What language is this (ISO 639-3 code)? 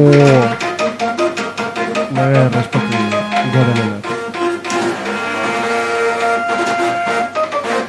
eus